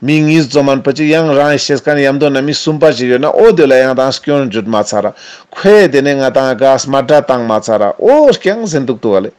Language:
Ladakhi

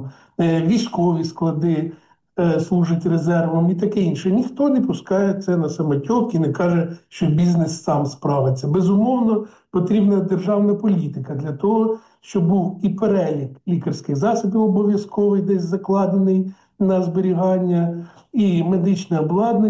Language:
Ukrainian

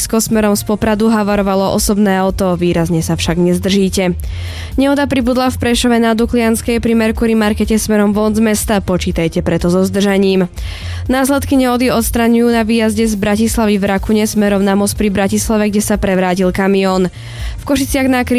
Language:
Slovak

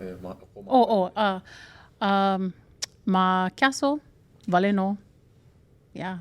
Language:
Hawaiian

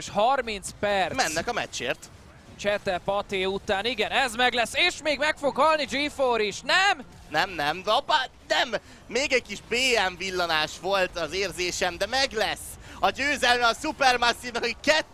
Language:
Hungarian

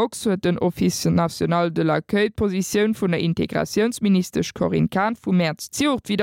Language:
Luxembourgish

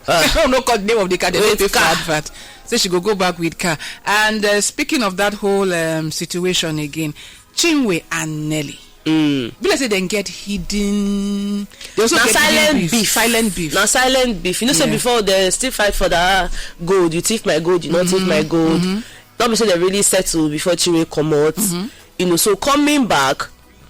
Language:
Nigerian Pidgin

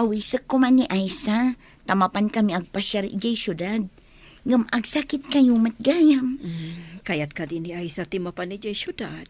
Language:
Iloko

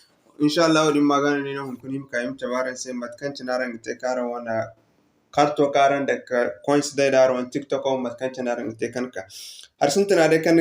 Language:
Zarma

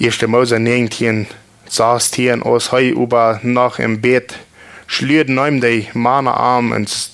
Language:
Plautdietsch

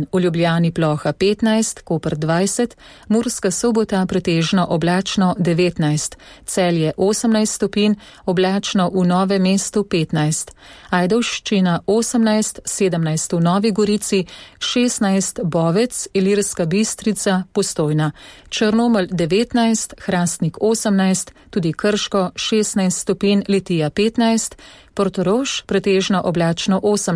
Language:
Slovenian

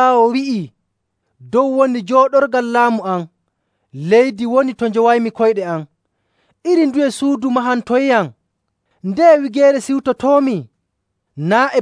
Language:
Nigerian Fulfulde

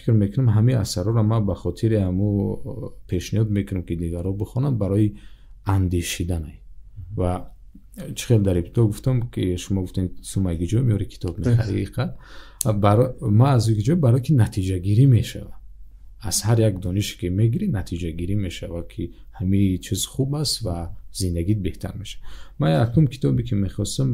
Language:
Tajik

